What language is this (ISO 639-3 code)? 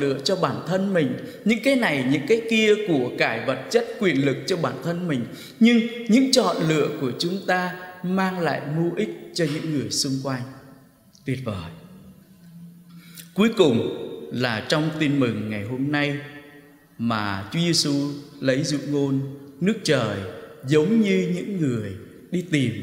vie